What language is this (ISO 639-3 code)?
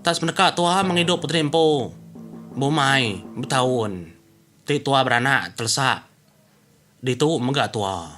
iba